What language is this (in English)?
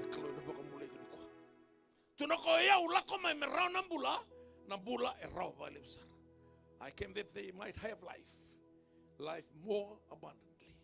Fijian